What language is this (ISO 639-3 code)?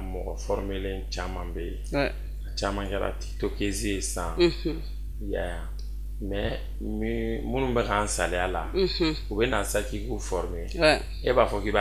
bam